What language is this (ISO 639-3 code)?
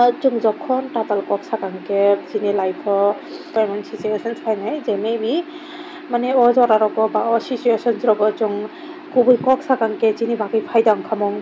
trp